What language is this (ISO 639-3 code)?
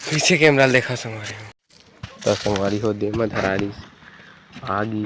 hne